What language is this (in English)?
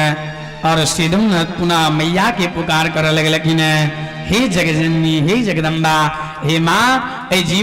Maithili